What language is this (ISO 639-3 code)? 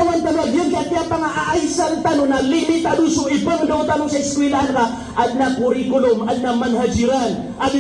mrw